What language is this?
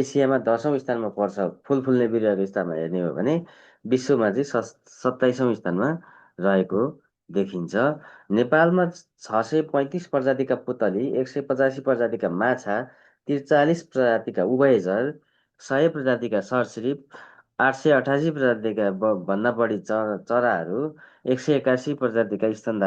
Nepali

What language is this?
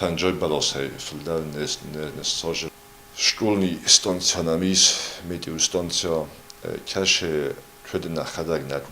Ossetic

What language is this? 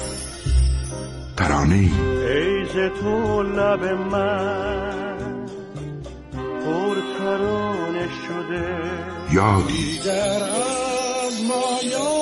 Persian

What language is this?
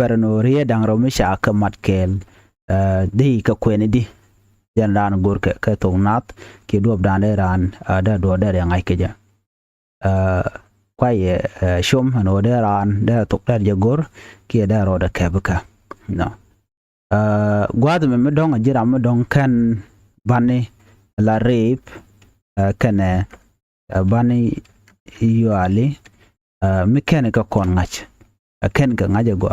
Nuer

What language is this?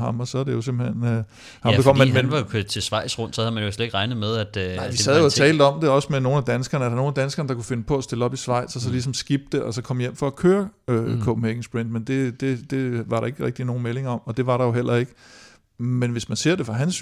Danish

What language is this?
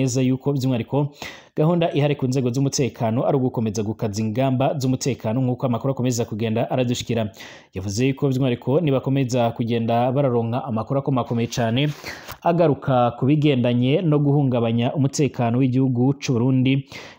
Rundi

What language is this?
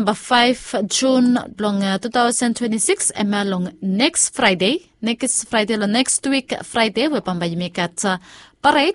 Bislama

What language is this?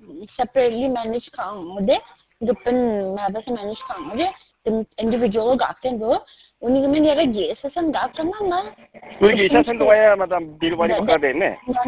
Khasi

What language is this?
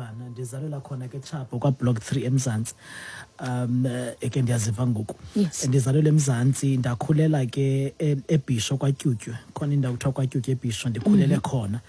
Xhosa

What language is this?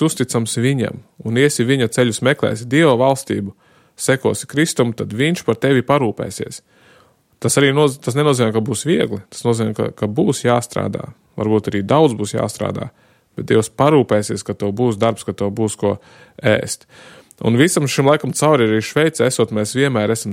Latvian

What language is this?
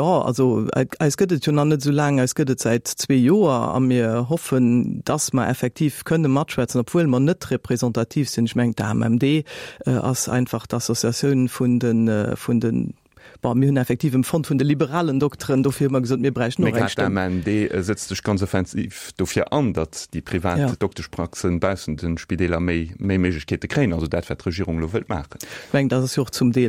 Luxembourgish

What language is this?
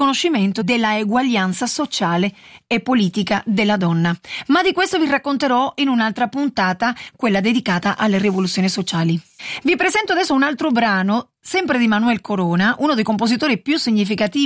Italian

